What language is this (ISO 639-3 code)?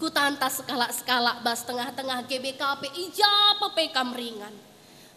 btx